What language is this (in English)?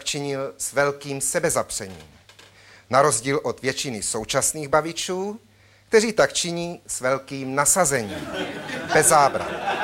Czech